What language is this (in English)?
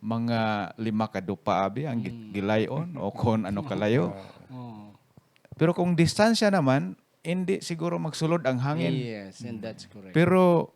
Hiligaynon